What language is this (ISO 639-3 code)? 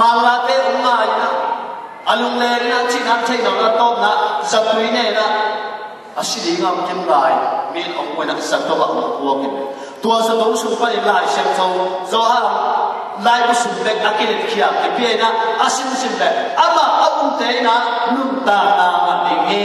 ctd